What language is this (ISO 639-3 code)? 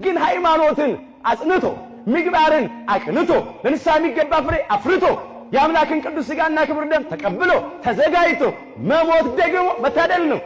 amh